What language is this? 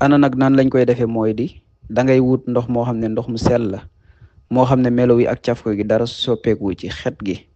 Wolof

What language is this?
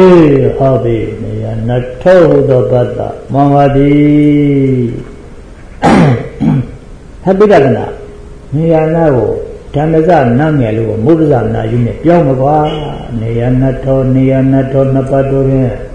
Burmese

